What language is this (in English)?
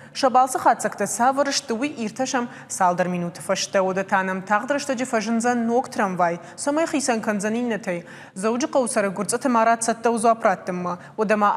Ossetic